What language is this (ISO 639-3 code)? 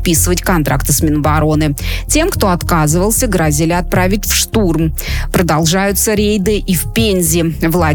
rus